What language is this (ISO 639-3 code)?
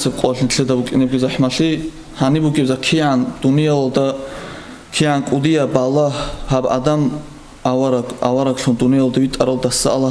ava